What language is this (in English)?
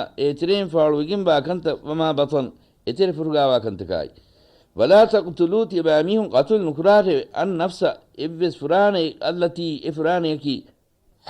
Divehi